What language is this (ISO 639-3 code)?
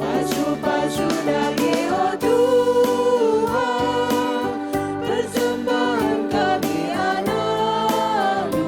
btx